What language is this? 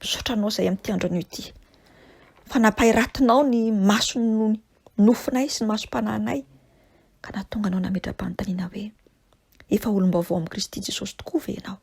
Malagasy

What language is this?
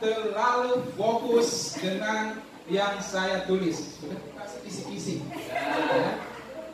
Indonesian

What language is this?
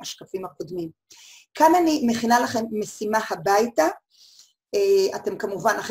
Hebrew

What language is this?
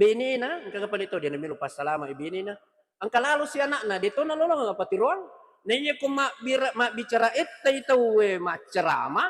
Buginese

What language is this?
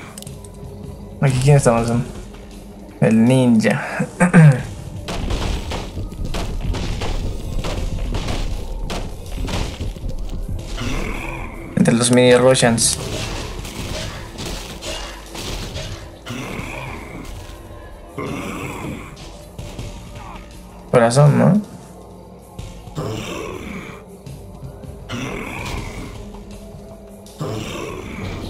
Spanish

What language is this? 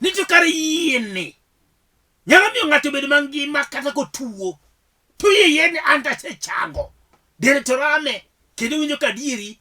Luo (Kenya and Tanzania)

